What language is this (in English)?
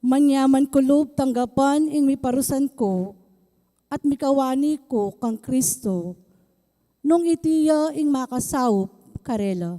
Pampanga